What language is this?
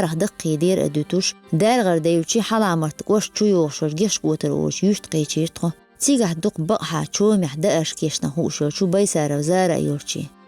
Chechen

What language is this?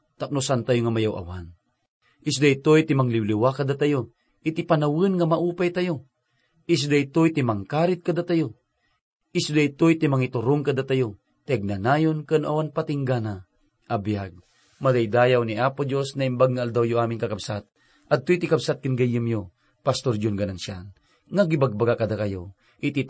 Iloko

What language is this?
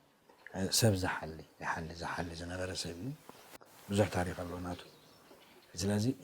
Tigrinya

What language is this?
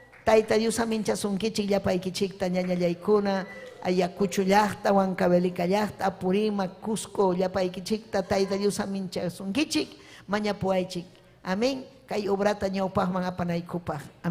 Ayacucho Quechua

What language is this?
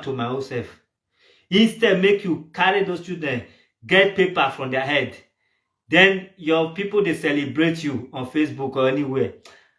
Nigerian Pidgin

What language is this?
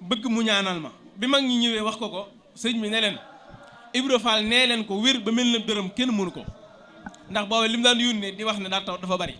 Wolof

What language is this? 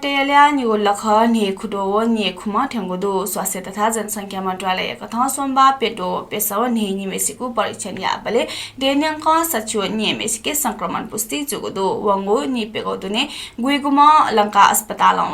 Newari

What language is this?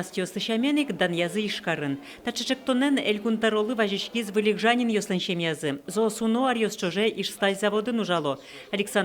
Udmurt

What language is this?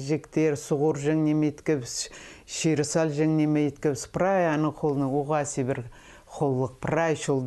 Khakas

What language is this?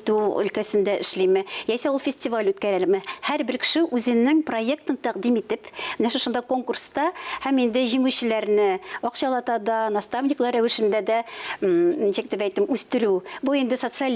Tatar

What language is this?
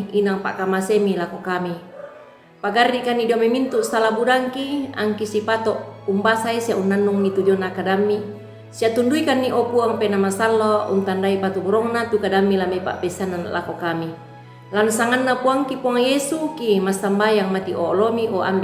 Toraja-Sa'dan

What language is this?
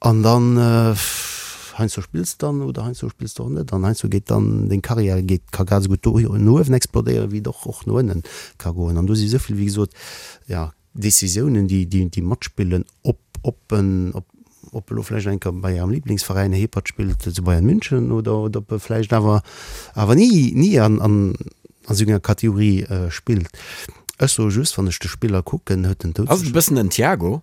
Luxembourgish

